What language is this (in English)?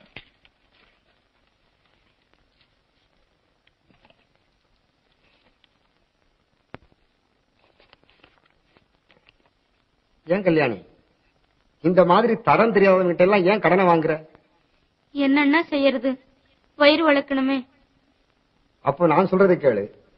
Tamil